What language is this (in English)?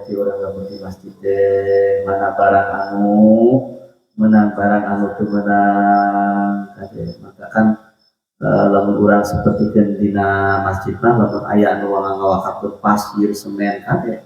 Sundanese